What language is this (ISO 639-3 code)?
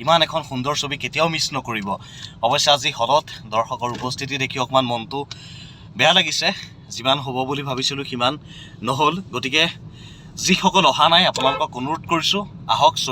asm